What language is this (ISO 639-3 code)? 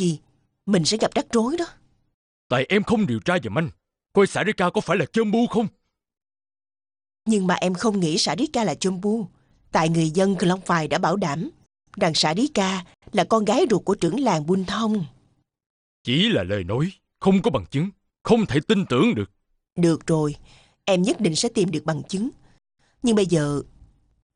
vie